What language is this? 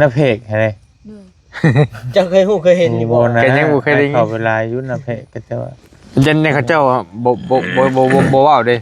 Northeastern Thai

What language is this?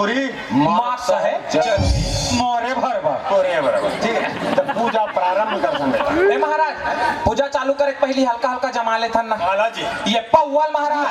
Chhattisgarhi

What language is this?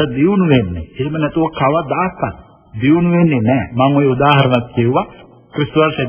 Sinhala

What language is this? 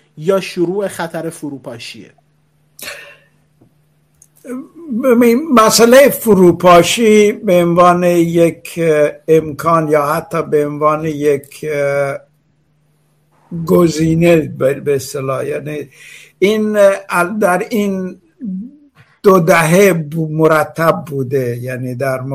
Persian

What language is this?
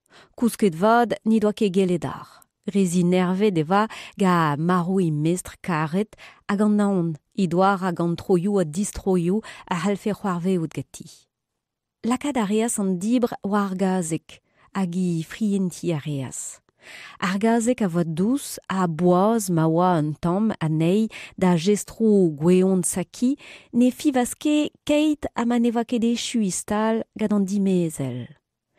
Breton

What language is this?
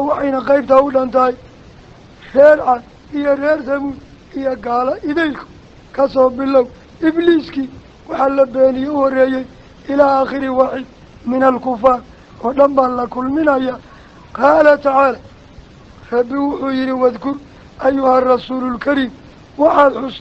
Somali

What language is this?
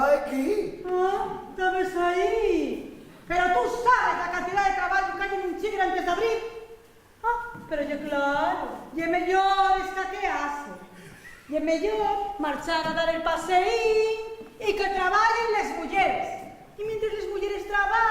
Asturian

